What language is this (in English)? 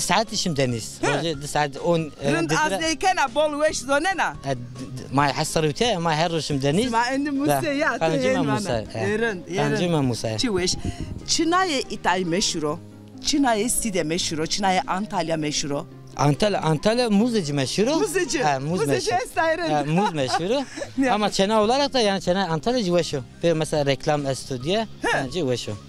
Zaza